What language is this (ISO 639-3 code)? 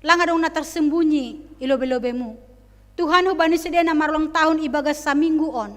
bts